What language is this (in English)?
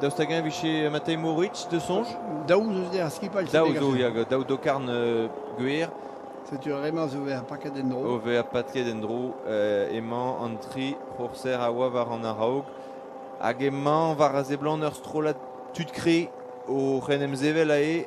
Breton